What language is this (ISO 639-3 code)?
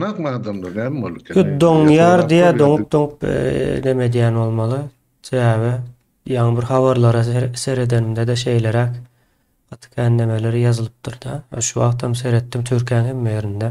tuk